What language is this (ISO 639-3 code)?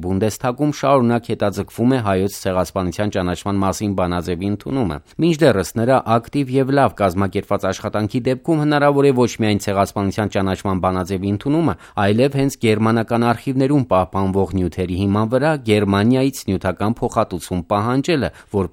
hye